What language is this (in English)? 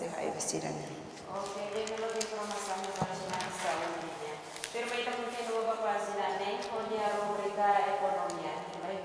Tetum